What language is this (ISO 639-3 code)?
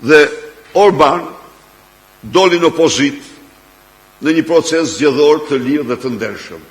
sqi